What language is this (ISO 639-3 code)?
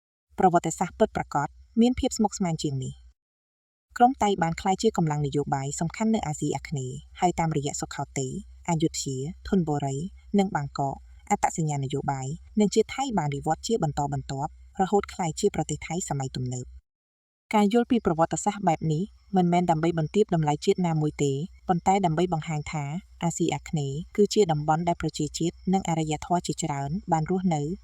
khm